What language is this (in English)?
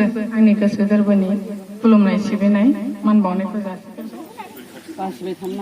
Bodo